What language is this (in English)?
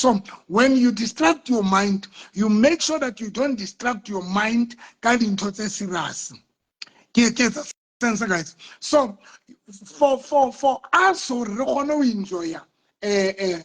Southern Sotho